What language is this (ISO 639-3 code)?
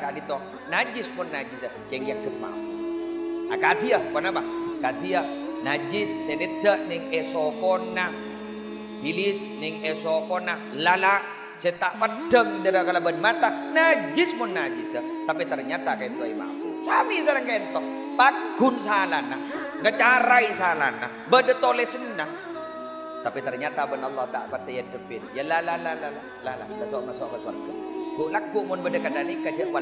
mad